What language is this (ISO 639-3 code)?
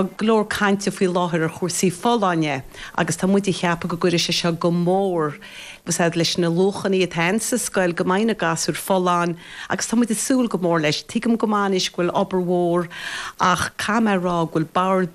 gle